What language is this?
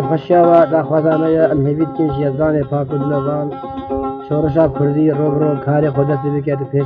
Kurdish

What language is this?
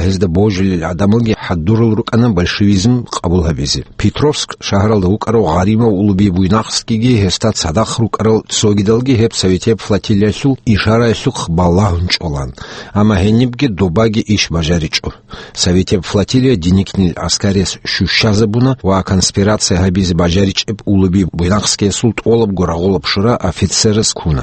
Avaric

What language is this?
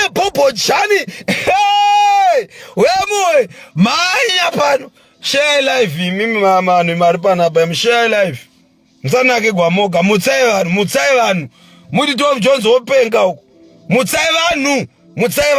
Shona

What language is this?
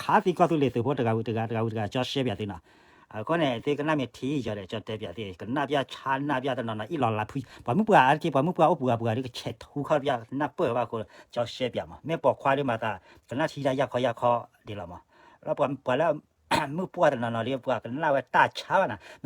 S'gaw Karen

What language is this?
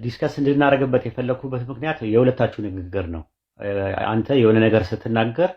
Amharic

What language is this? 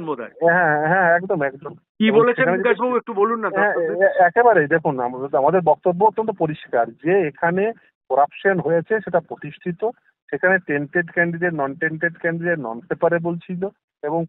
Bangla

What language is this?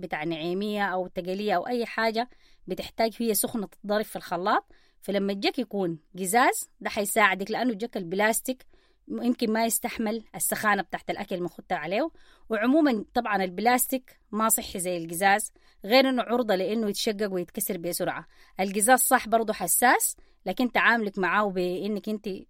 Sudanese Arabic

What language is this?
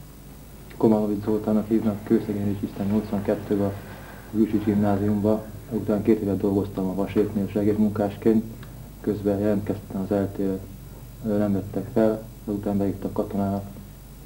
Hungarian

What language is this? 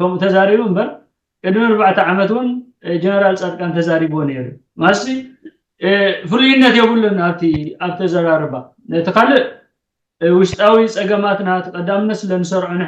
Tigrinya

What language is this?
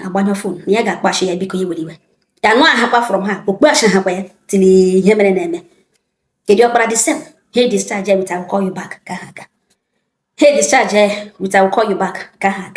Igbo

